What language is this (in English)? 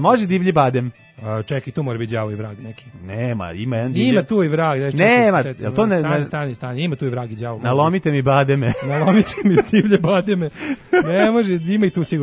Serbian